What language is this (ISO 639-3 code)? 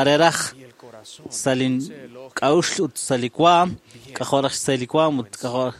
kek